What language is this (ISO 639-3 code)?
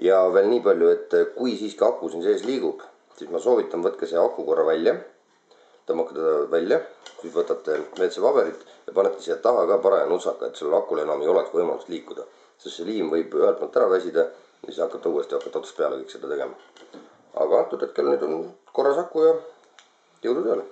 est